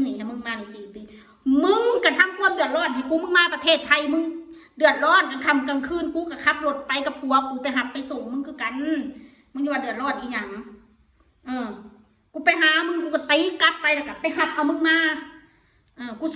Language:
Northeastern Thai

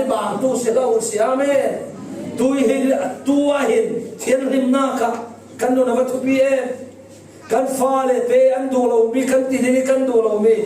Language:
Falam Chin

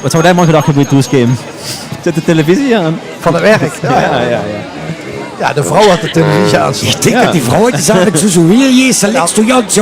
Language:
Limburgish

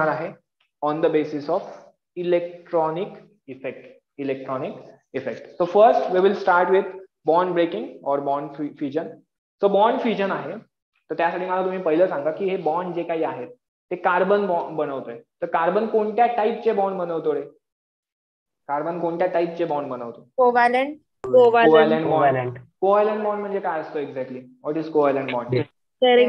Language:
Marathi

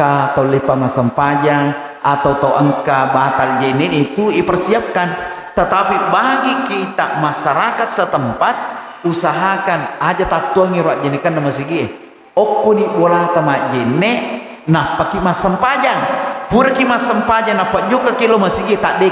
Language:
Buginese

